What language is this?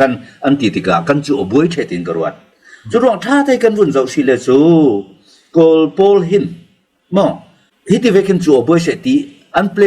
Falam Chin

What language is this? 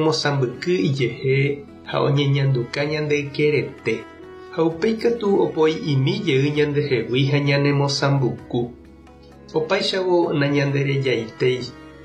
Guarani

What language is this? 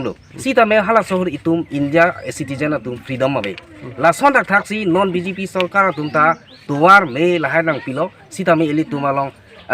Karbi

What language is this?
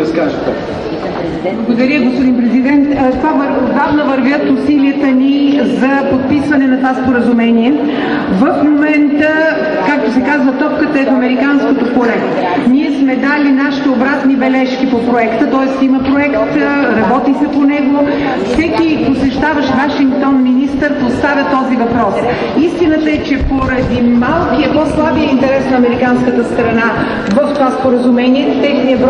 Bulgarian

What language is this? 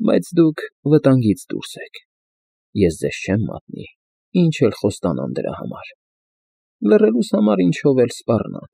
Armenian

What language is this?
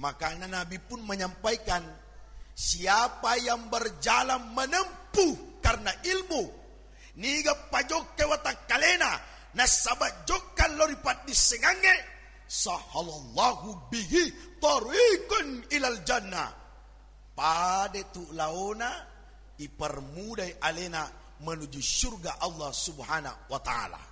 Buginese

